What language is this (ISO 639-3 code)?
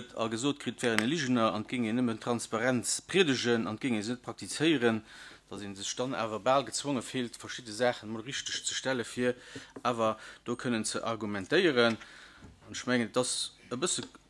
ltz